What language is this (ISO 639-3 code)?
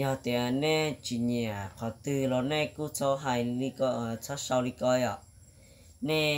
hmn